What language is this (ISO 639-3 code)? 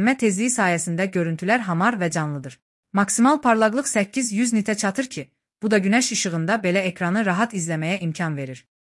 aze